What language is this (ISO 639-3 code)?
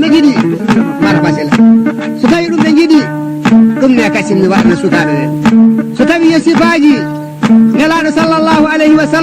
ful